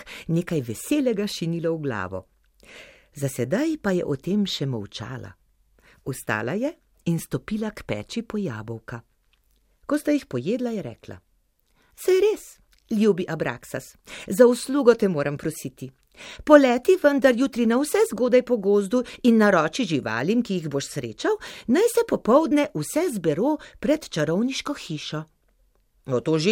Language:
Slovenian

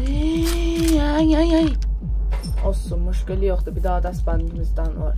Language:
South Azerbaijani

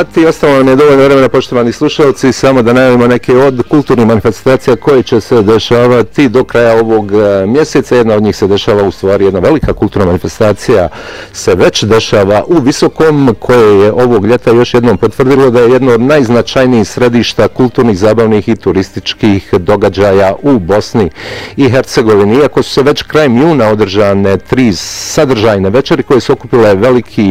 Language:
Bosnian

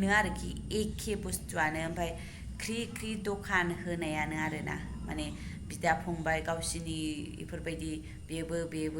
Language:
Bodo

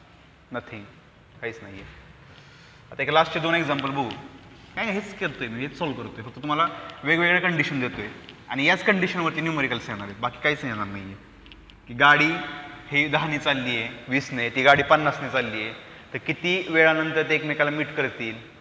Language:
Marathi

